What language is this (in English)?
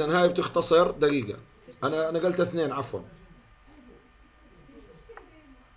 South Levantine Arabic